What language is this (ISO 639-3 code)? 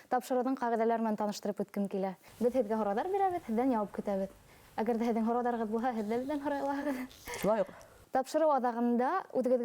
bak